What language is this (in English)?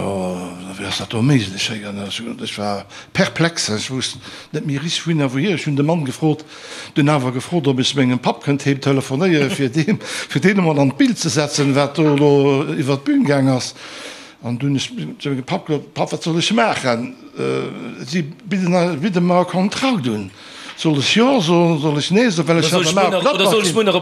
Luxembourgish